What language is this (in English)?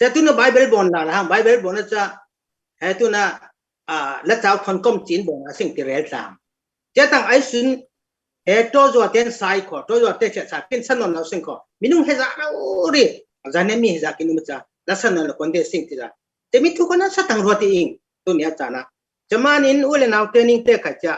Falam Chin